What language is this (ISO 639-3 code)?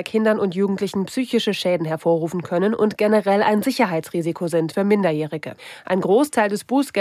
deu